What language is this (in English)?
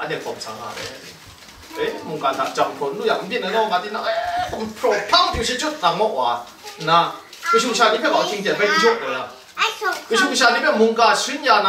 Kachin